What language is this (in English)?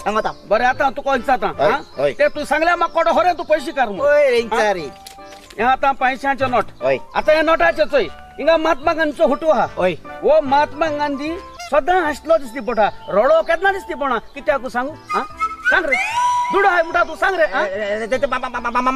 Konkani